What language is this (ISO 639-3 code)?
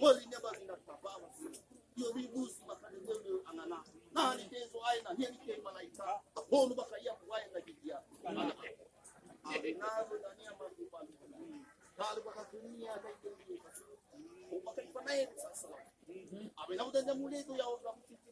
nia